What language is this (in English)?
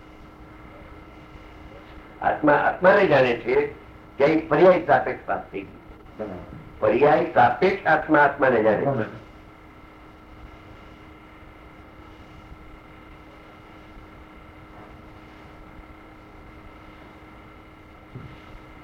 Gujarati